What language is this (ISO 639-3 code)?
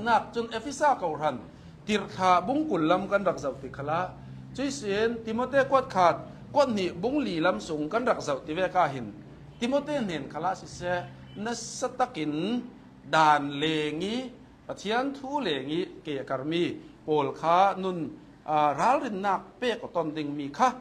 cnh